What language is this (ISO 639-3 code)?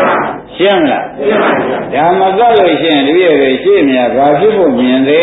mya